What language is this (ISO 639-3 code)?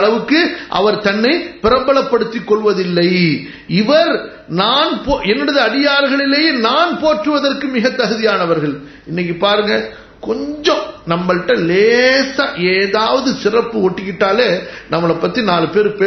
tam